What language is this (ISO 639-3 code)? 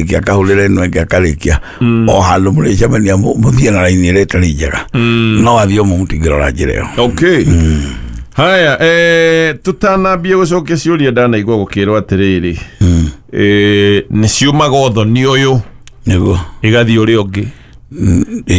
kik